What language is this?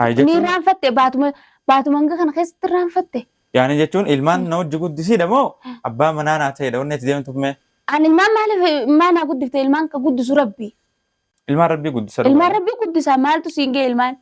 Oromo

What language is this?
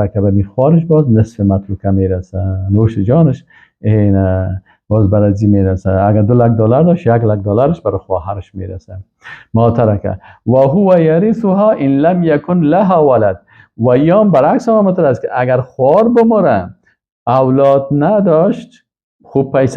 Persian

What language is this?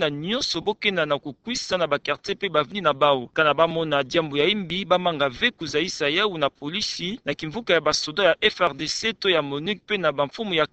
Kituba (Democratic Republic of Congo)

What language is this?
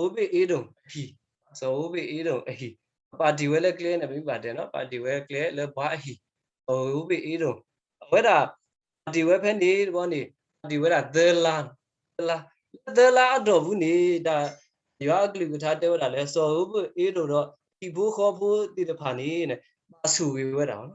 S'gaw Karen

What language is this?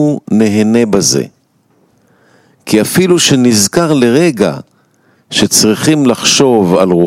Hebrew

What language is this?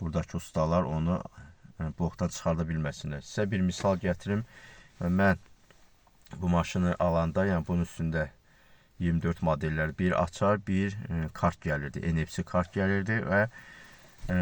Azerbaijani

